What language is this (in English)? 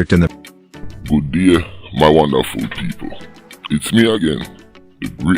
Jamaican Creole English